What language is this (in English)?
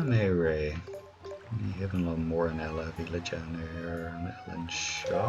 Irish